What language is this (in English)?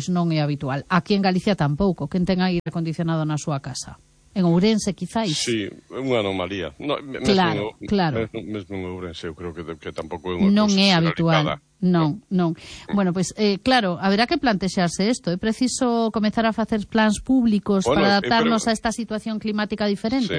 Galician